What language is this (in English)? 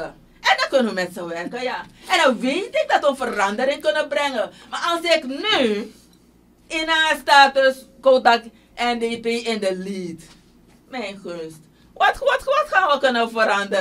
Dutch